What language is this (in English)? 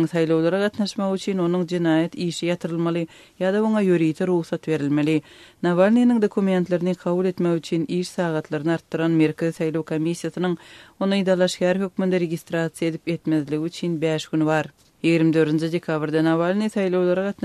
Turkmen